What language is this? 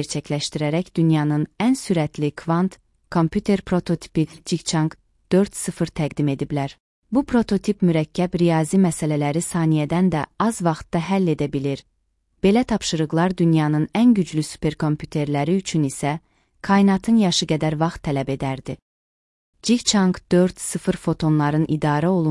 Azerbaijani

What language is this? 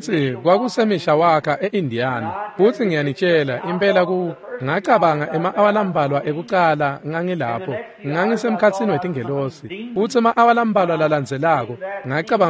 Swati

